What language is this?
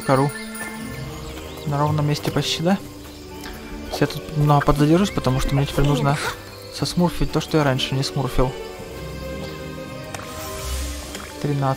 Russian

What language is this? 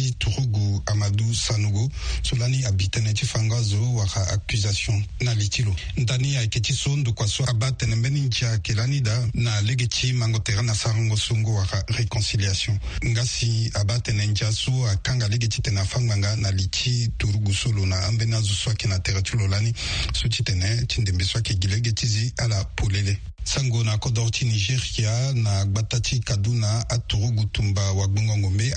Sango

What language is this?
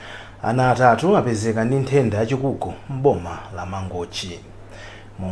Nyanja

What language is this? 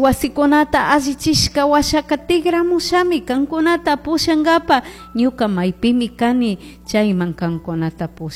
Chimborazo Highland Quichua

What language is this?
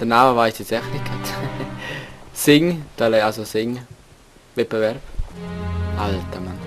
Swiss German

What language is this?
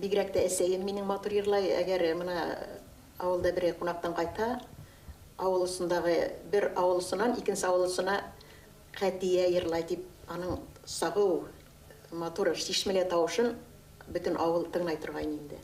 Bashkir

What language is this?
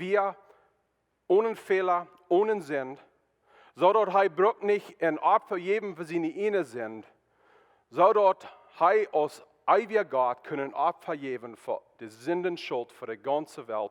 Plautdietsch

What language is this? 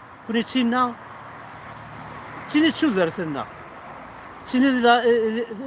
Kabyle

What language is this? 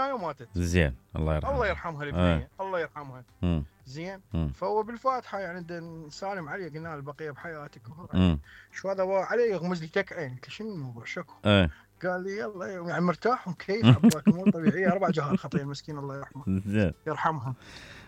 Mesopotamian Arabic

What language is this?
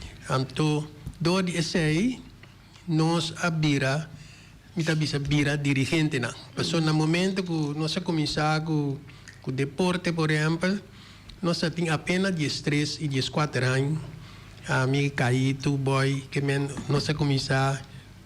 Papiamento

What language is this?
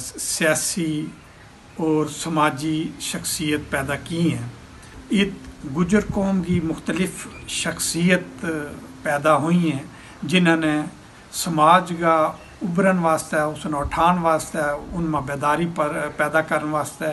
Gujari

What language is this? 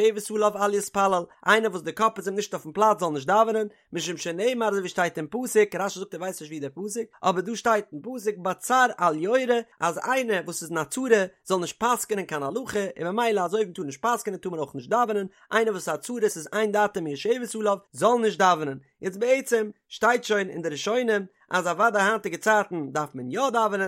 Yiddish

